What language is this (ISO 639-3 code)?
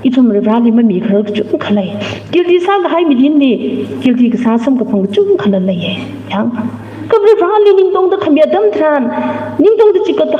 nmf